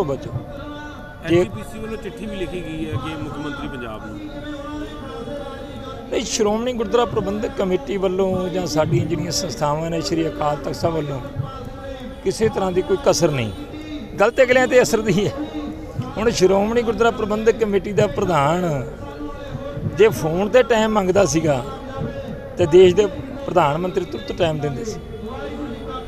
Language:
Punjabi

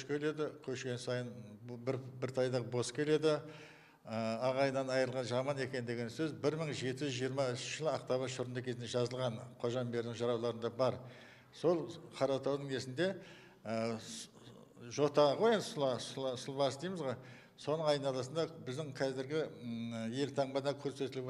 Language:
Kazakh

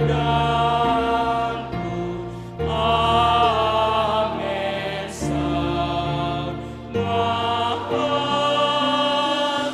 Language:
Batak Simalungun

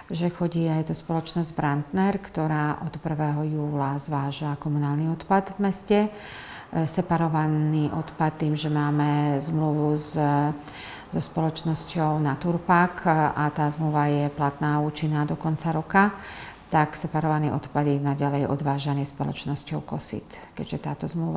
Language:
Slovak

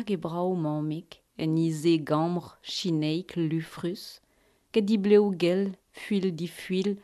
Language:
Breton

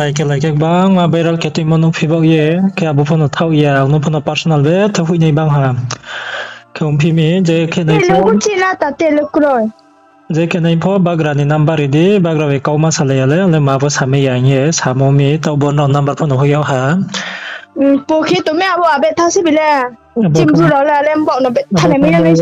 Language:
Riang (India)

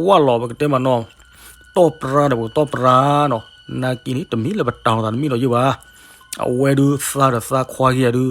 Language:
S'gaw Karen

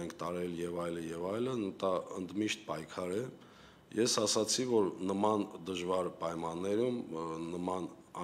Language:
Armenian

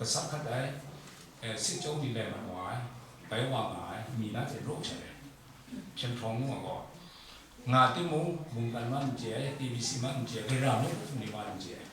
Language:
Kachin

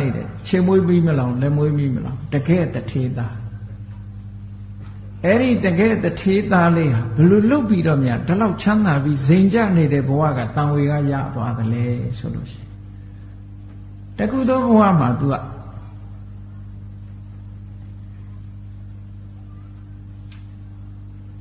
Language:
Burmese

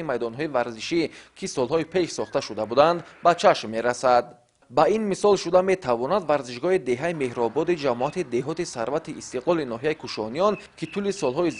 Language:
Tajik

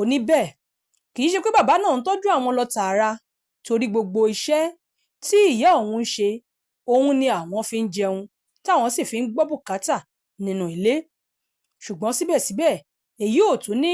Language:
Yoruba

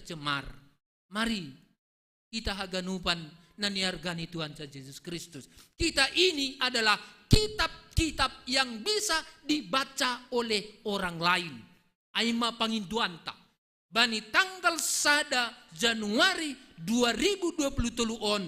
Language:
Batak Simalungun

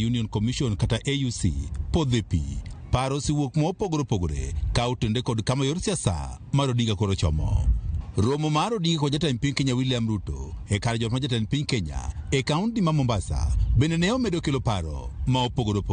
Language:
Luo (Kenya and Tanzania)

